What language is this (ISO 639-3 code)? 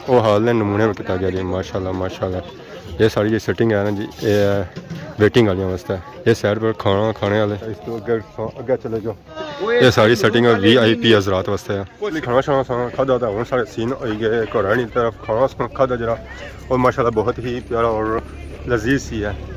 phr